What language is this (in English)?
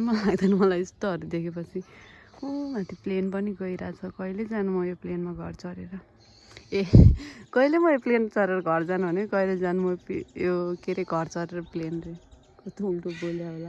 Nepali